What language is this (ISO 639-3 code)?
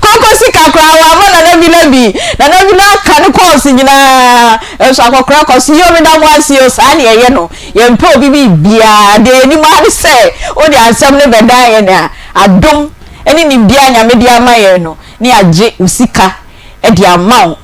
aka